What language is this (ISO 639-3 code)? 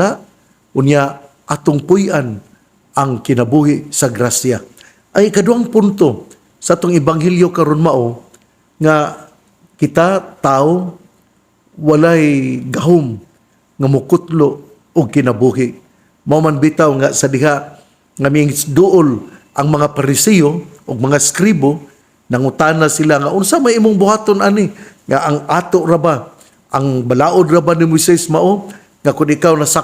ceb